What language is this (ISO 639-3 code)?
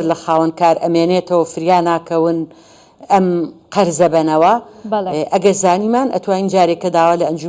ckb